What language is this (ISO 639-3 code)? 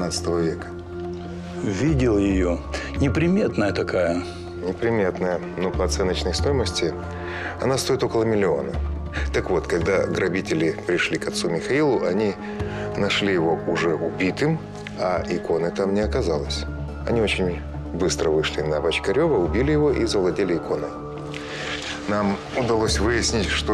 rus